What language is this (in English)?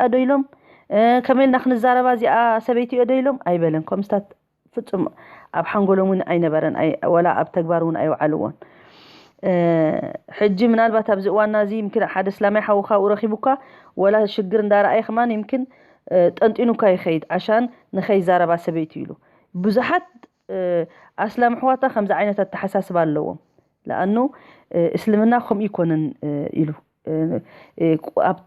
Tigrinya